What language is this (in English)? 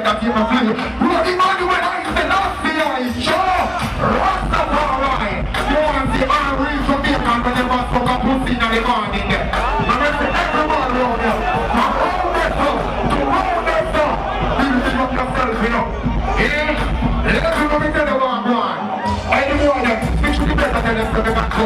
Jamaican Creole English